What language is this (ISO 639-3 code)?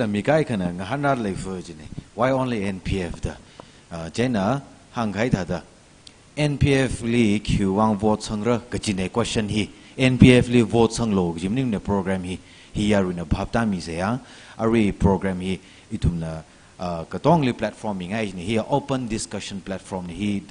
nmf